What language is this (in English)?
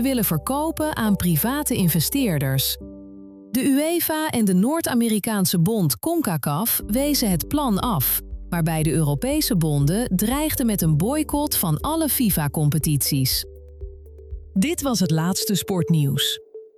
Dutch